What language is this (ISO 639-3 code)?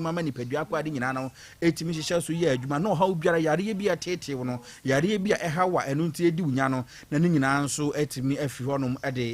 aka